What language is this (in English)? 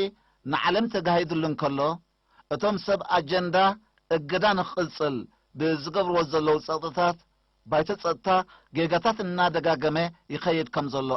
Tigrinya